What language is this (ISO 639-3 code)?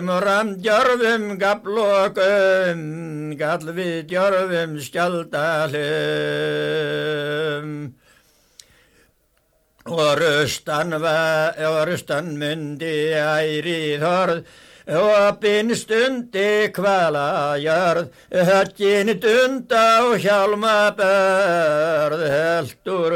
isl